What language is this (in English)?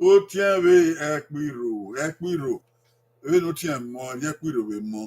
Bini